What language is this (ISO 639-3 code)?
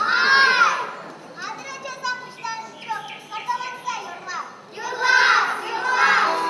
chv